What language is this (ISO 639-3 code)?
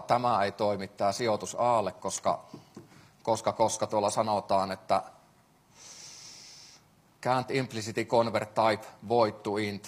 fin